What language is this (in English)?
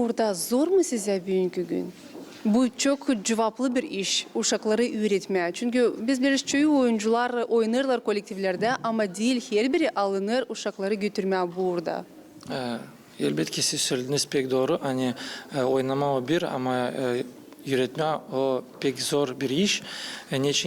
Gagauz